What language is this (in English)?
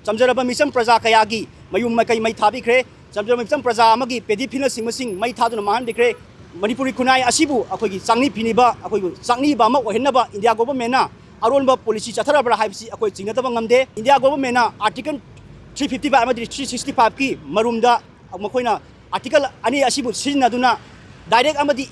Manipuri